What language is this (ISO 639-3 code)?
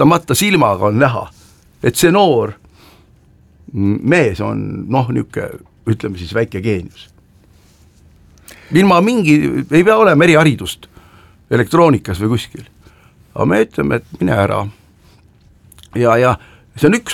est